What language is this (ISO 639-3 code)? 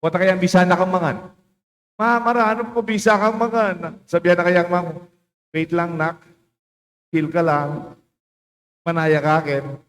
pam